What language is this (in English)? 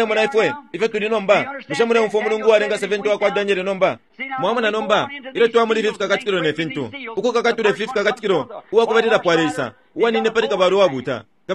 Bemba